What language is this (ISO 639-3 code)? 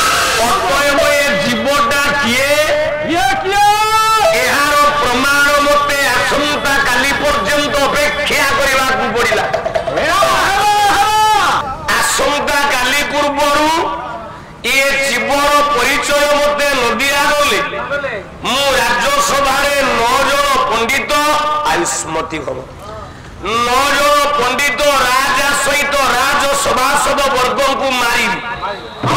ori